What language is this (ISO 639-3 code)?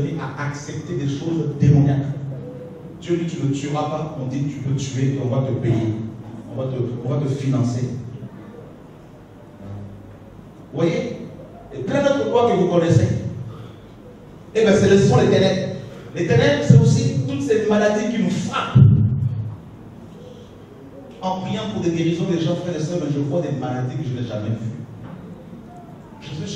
fra